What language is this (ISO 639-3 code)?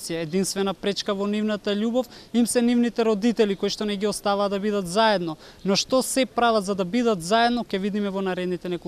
mkd